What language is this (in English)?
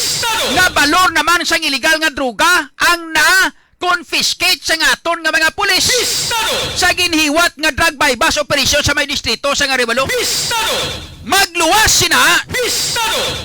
Hiligaynon